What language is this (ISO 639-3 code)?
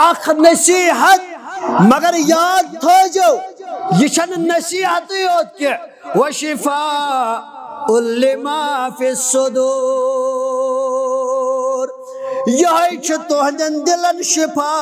kas